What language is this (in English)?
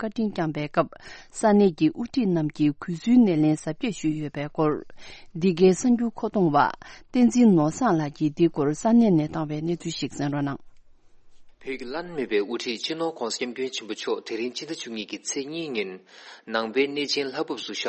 Tibetan